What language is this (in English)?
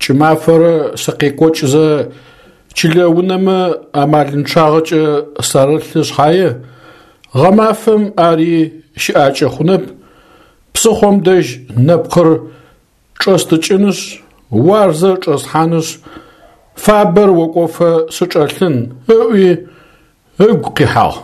Adyghe